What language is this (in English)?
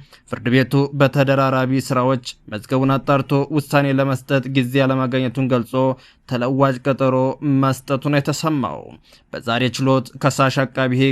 Amharic